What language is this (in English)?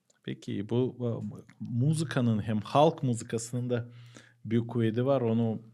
Gagauz